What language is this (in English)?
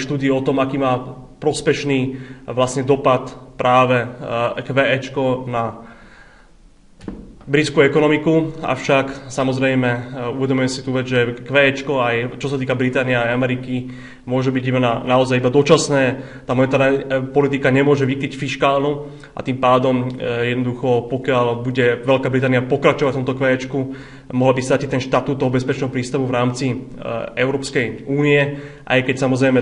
Slovak